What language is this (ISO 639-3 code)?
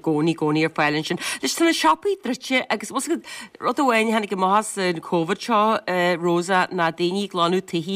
gle